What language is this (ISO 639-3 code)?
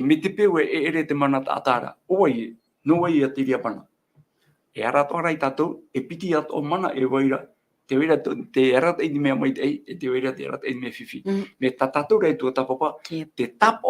tah